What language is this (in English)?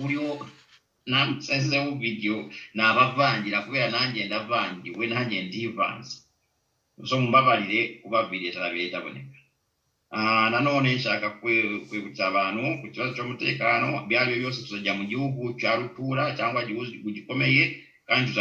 Kinyarwanda